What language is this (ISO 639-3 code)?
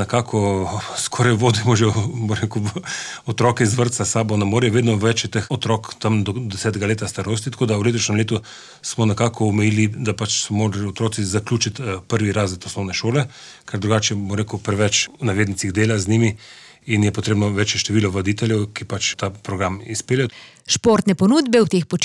slv